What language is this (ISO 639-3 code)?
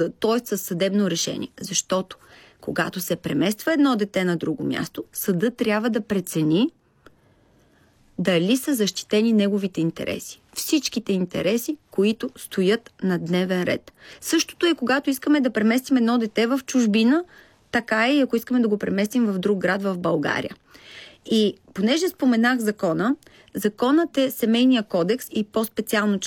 bul